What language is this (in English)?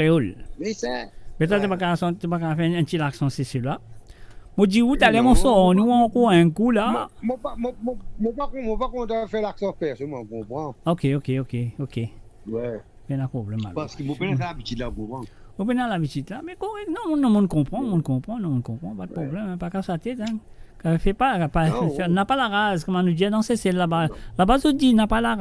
Morisyen